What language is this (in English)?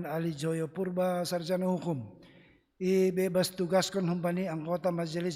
Batak Simalungun